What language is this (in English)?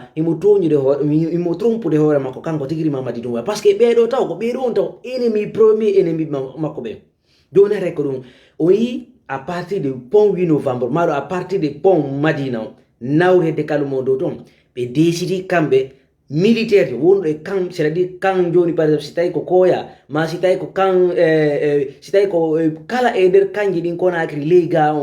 Fula